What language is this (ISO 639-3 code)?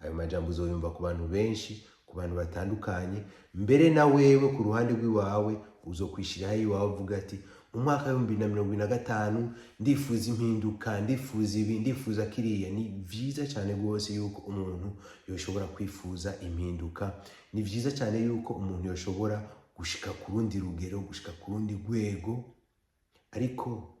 run